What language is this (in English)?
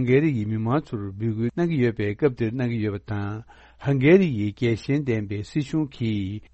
Tibetan